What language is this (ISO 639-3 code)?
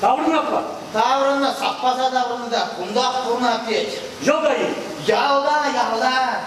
chv